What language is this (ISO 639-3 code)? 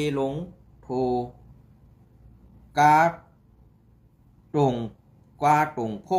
shn